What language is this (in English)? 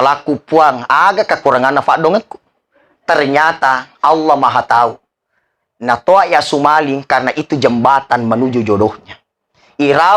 Buginese